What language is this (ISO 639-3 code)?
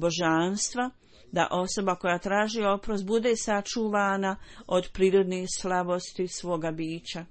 bos